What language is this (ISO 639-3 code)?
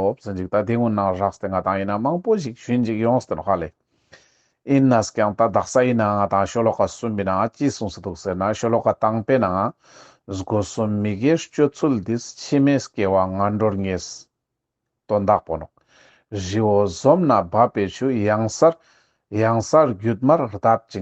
lbj